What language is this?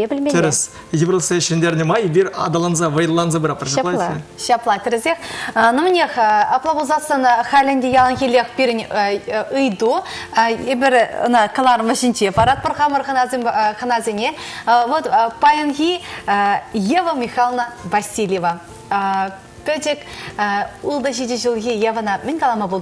Chuvash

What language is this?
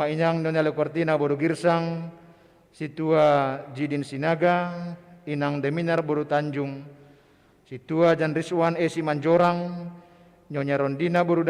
Batak Simalungun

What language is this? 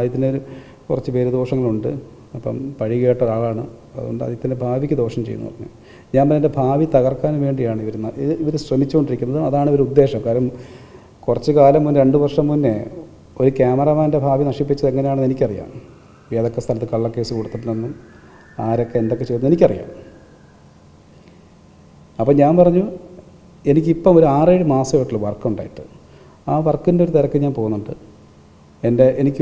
Malayalam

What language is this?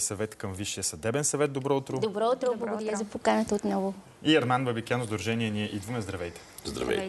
Bulgarian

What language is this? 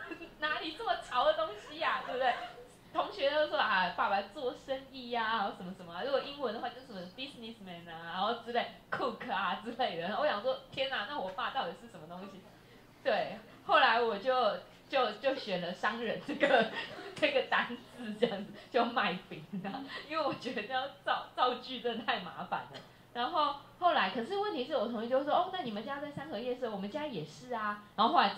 Chinese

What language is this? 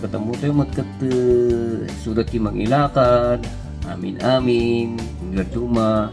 Iloko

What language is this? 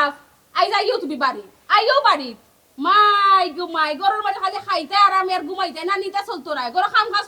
Sylheti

